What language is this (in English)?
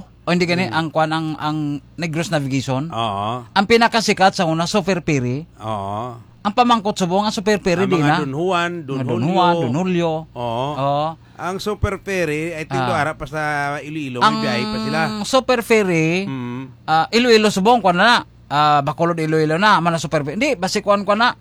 Hiligaynon